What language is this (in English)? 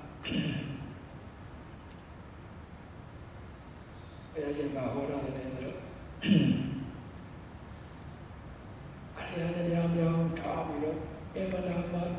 Burmese